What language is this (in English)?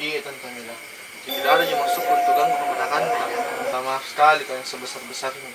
Makassar Malay